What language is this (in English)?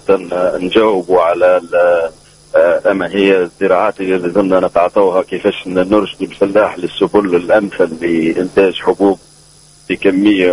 Tunisian Arabic